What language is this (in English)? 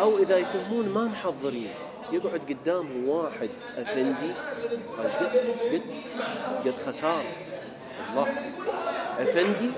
Mesopotamian Arabic